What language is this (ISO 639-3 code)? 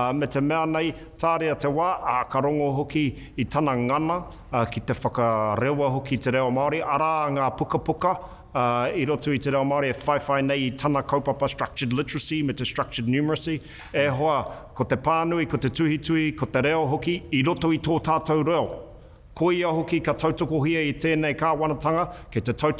mri